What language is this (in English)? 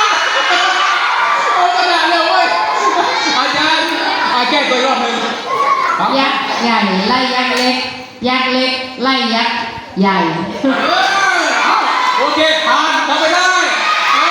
Lao